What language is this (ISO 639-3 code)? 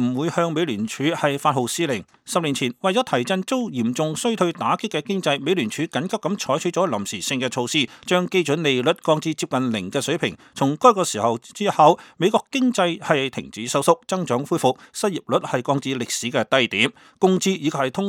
yue